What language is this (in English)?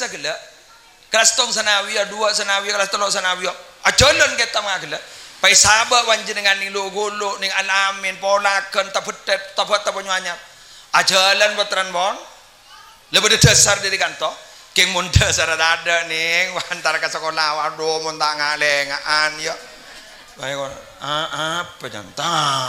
Madurese